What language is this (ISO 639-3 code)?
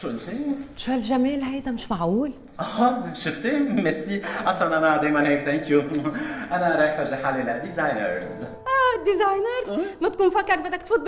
apc